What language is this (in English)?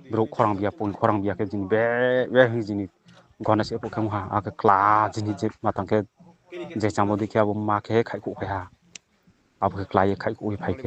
Riang (India)